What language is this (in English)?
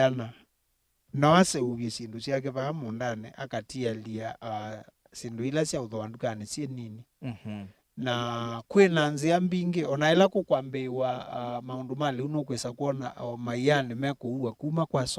Kamba